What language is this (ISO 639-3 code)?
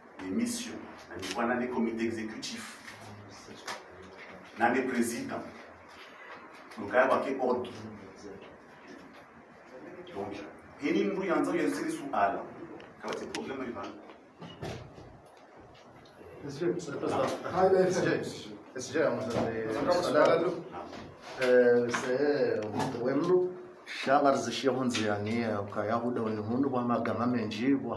zdj